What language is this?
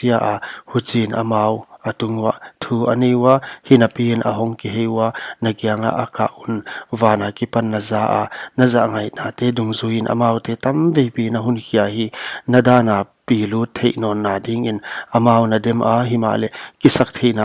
Paite Chin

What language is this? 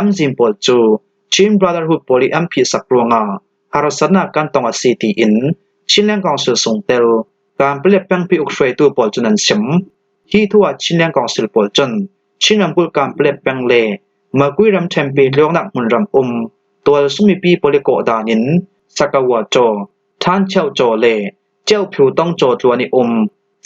Falam Chin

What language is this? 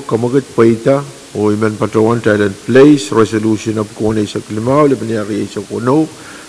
Pohnpeian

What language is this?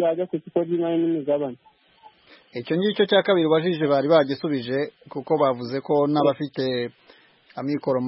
Kinyarwanda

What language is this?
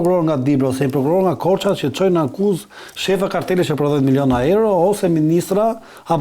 Albanian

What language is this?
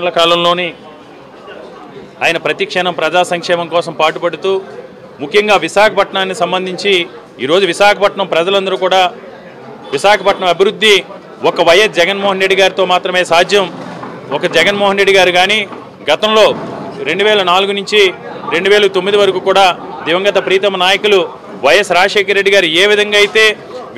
Telugu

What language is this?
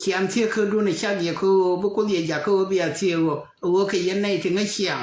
Nuer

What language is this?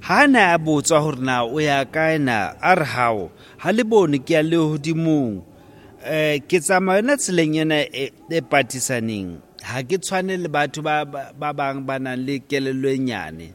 Southern Sotho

